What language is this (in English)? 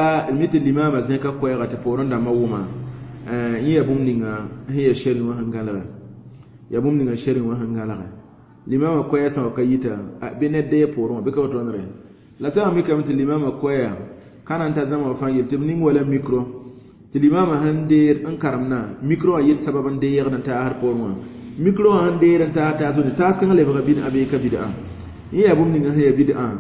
Mossi